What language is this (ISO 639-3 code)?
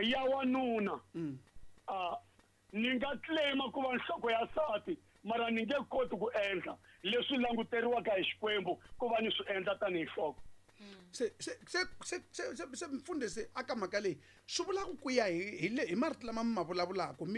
tso